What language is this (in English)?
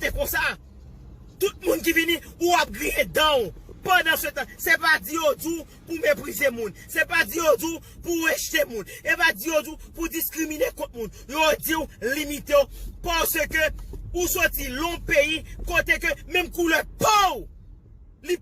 Haitian Creole